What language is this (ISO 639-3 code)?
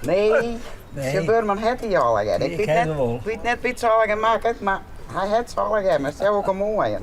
fry